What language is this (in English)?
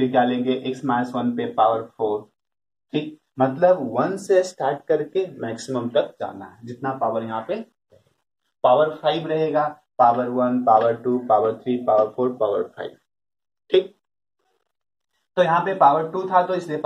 Hindi